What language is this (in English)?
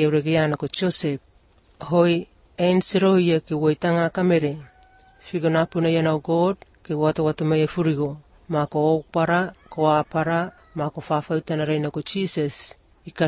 Malagasy